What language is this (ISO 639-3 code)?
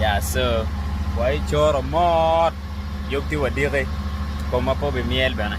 ach